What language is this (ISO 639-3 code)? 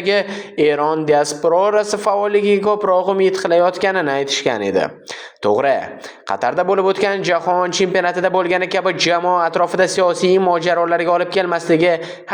uzb